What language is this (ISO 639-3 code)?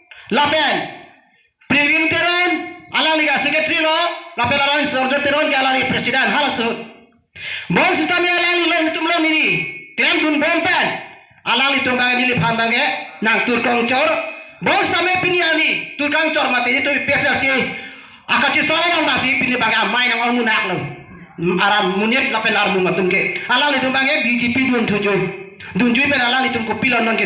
mjw